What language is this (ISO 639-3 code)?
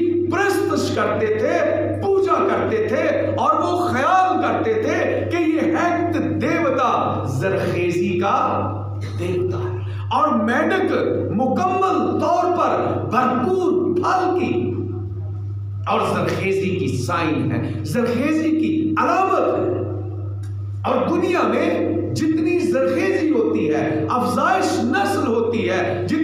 urd